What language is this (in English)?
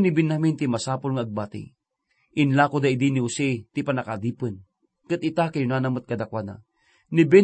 Iloko